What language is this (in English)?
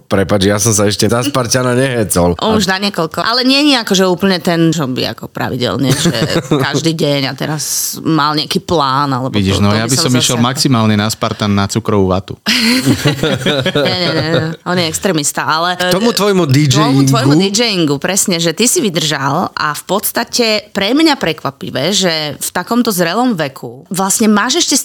Slovak